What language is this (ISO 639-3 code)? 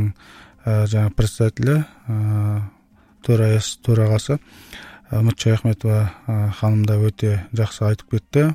kaz